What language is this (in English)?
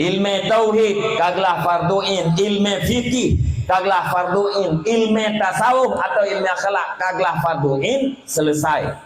Achinese